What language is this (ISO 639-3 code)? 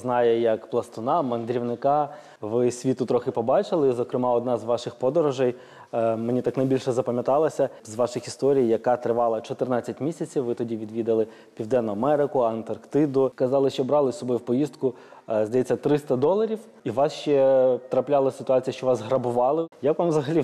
ukr